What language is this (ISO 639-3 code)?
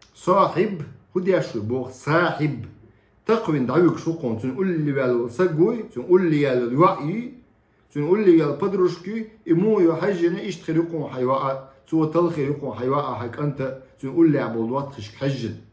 che